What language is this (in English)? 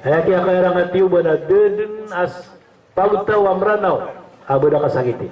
Maranao